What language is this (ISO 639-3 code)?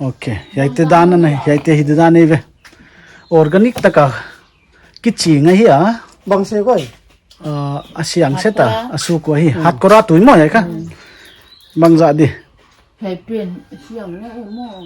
pck